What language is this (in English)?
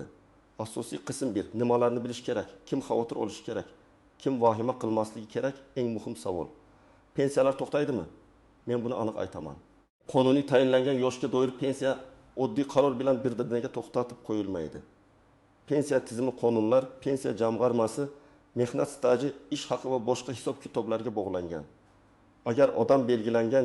Uzbek